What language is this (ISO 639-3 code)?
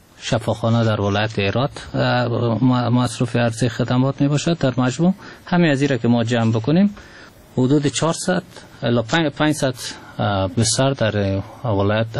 fas